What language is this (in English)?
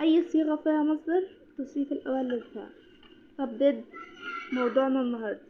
Egyptian Arabic